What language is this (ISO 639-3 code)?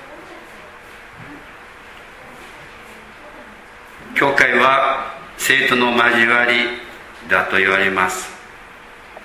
jpn